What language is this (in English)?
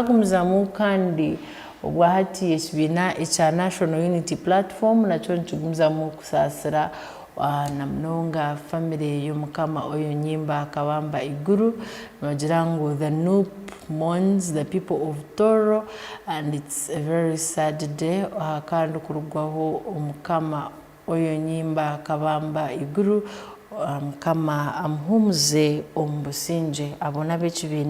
Tooro